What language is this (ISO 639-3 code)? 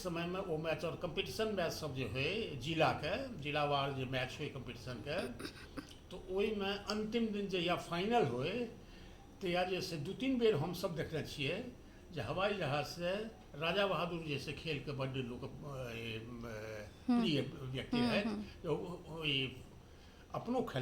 mai